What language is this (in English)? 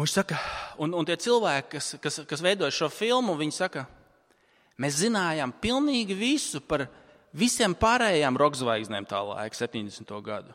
Latvian